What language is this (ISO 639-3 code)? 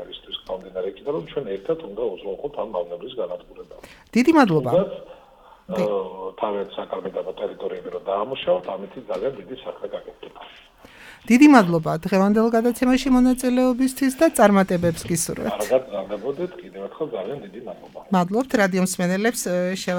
kat